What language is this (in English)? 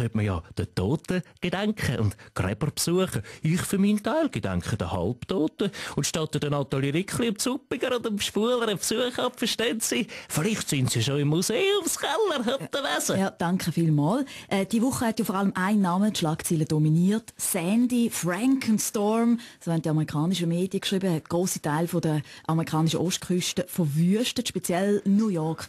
Swiss German